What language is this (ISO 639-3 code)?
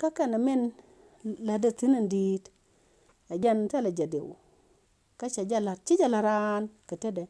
nus